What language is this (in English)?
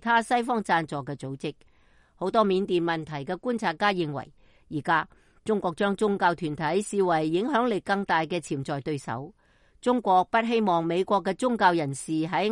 Cantonese